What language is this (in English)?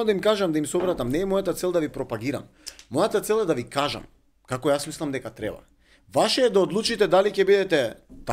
Macedonian